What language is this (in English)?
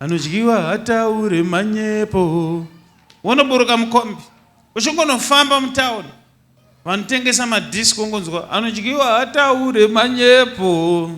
Shona